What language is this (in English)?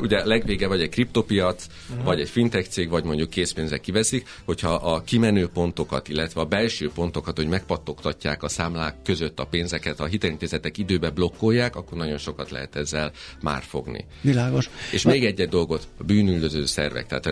Hungarian